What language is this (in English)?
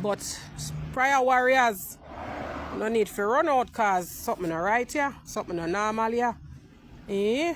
Jamaican Creole English